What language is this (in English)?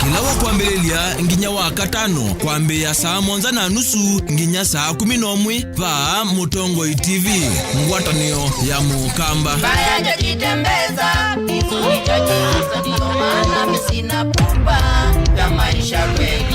Kamba